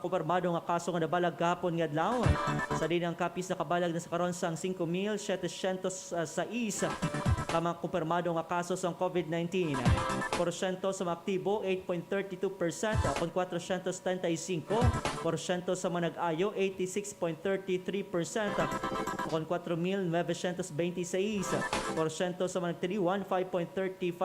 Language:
Hiligaynon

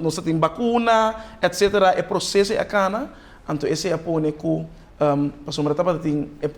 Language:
Papiamento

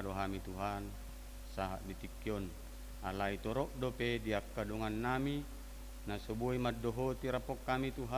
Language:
Batak Toba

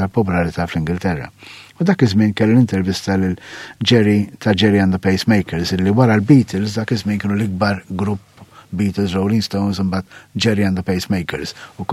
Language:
Maltese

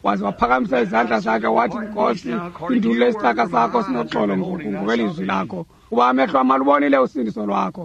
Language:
Xhosa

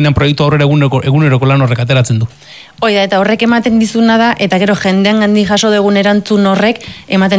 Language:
Basque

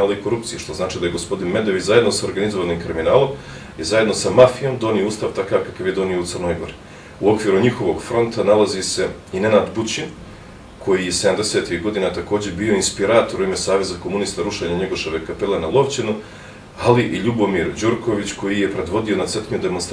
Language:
Bosnian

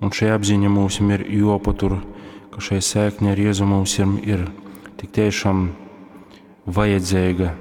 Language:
Latgalian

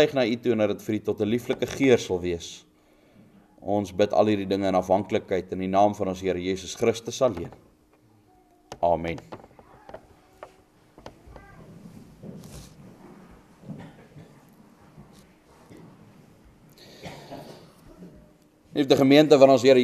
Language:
Afrikaans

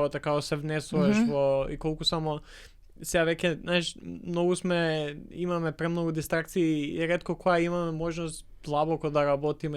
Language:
Macedonian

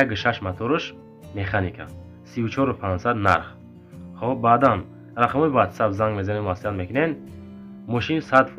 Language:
Tajik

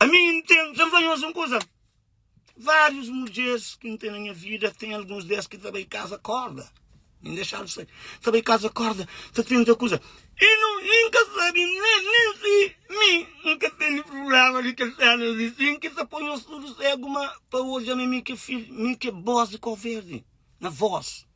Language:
Kabuverdianu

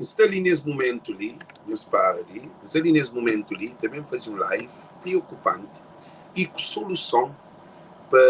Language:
Kabuverdianu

